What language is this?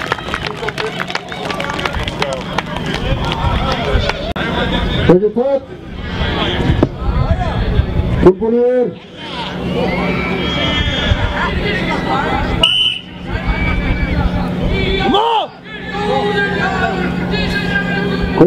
Icelandic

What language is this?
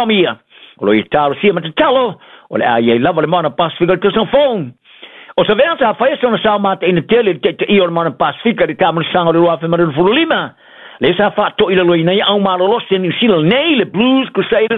Samoan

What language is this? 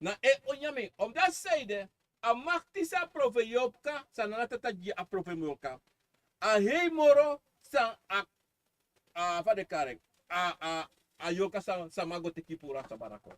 Sranan Tongo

